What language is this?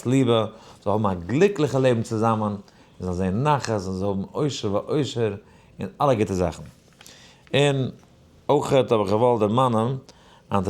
Yiddish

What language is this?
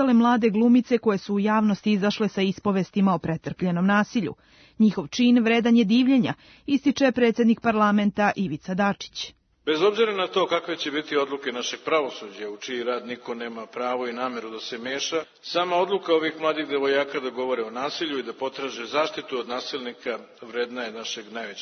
Serbian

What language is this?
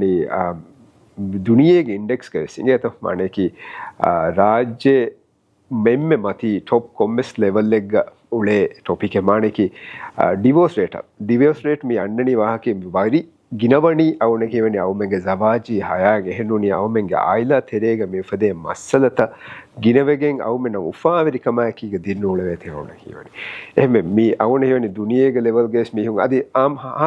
Divehi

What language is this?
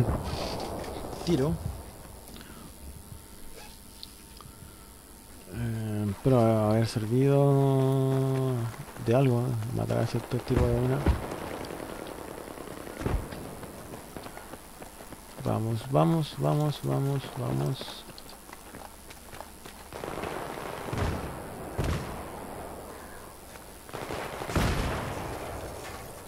Spanish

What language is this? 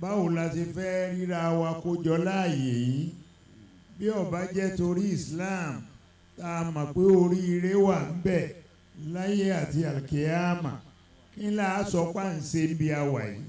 Yoruba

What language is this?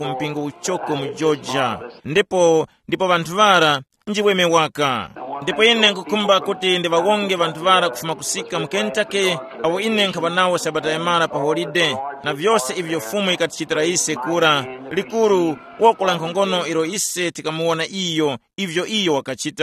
Tumbuka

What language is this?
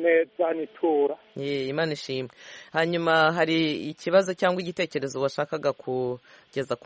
Kinyarwanda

